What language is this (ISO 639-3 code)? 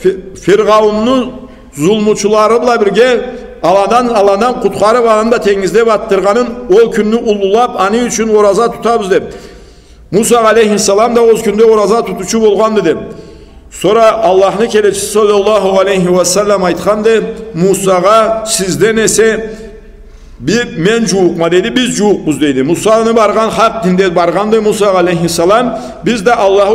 krc